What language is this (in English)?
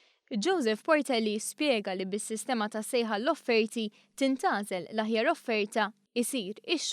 Maltese